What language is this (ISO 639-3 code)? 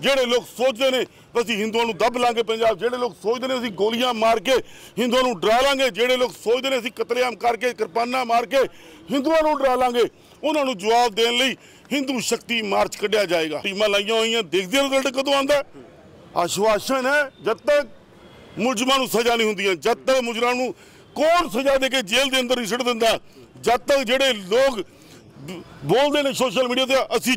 pan